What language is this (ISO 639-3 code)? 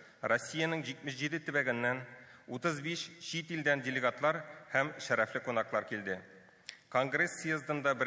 tat